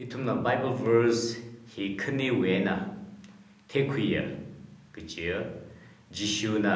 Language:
Tangkhul Naga (India)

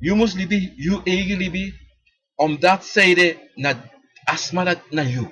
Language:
Sranan Tongo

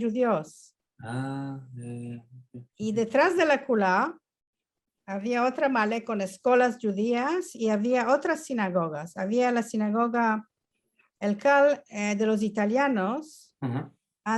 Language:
Ladino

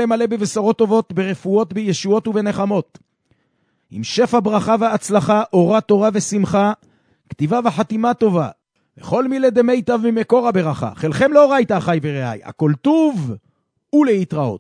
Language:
Hebrew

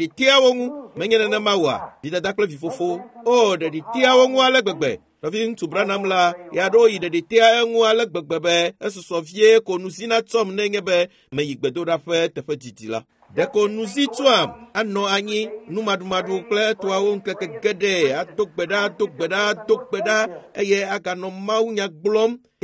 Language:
Ewe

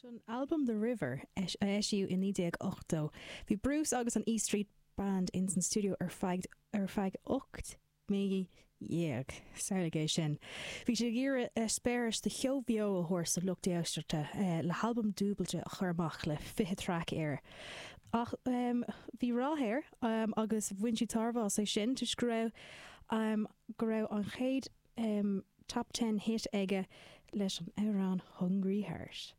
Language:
Irish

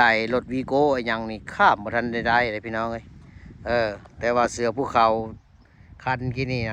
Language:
Lao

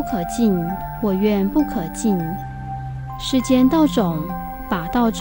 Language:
Chinese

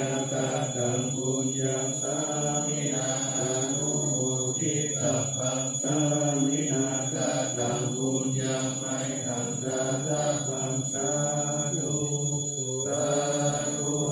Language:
Pali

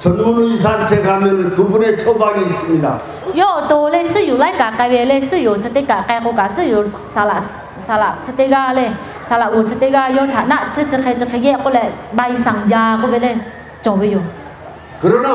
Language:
Lahu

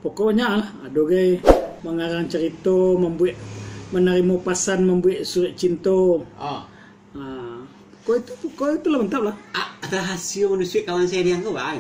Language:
Minangkabau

